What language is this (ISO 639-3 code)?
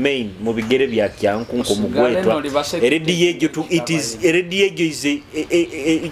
nyo